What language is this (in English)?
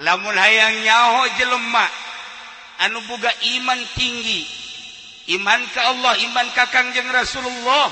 Sundanese